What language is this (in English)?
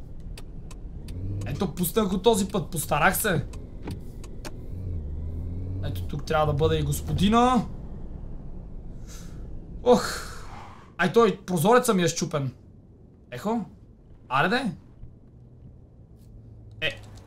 Bulgarian